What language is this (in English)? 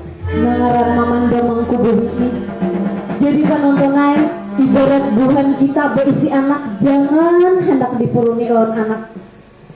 Banjar